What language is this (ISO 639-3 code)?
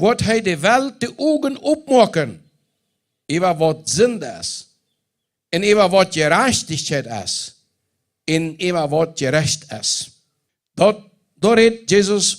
pdt